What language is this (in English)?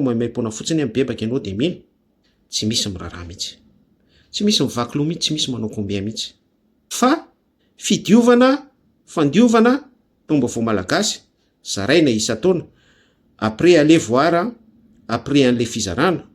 Malagasy